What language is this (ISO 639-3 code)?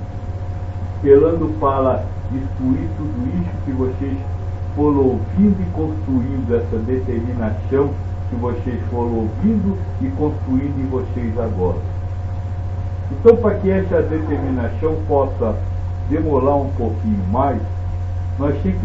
por